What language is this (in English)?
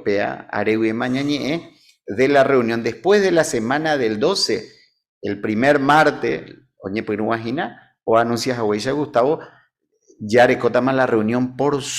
Guarani